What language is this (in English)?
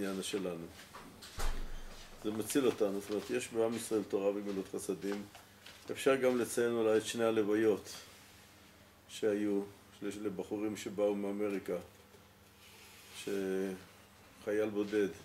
Hebrew